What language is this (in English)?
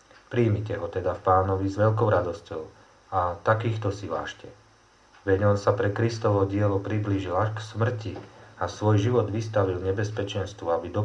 Slovak